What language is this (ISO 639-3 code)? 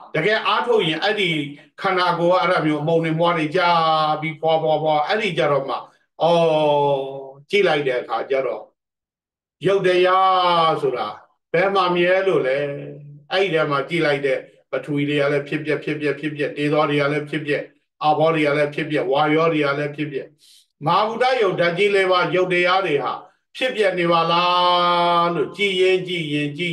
mya